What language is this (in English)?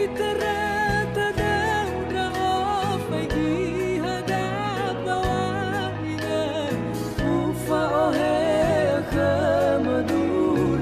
Nias